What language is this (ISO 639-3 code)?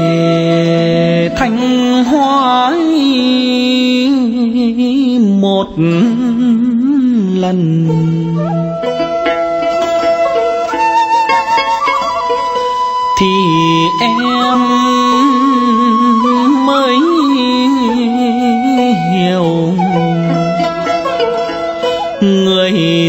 vie